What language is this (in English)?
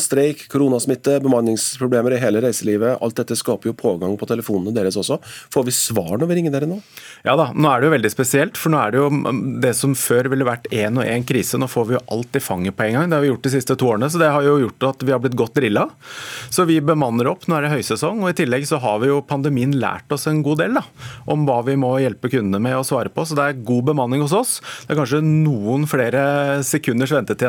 Norwegian